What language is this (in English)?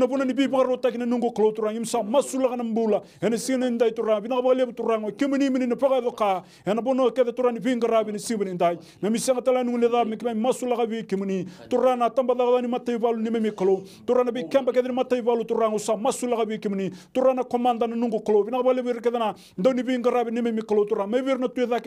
Fijian